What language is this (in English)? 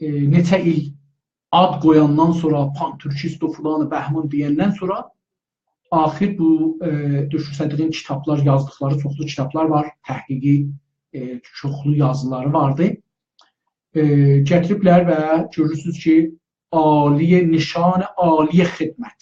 South Azerbaijani